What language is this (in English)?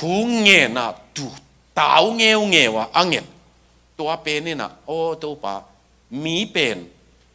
Tedim Chin